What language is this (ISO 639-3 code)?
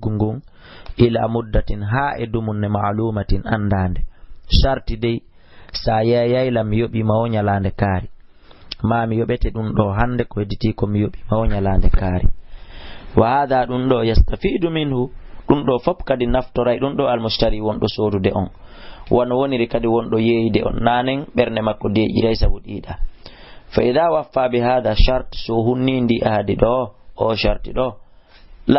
ful